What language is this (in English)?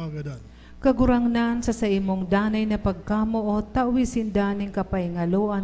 Bikol